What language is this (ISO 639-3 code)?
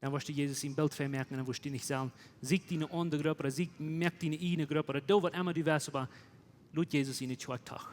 pdt